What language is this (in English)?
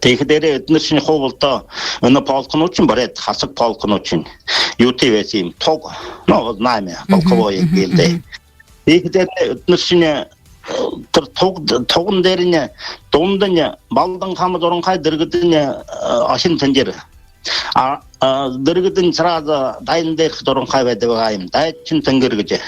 Buriat